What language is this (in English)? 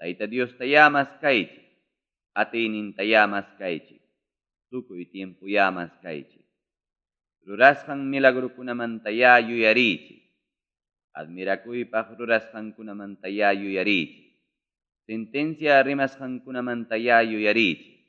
Ayacucho Quechua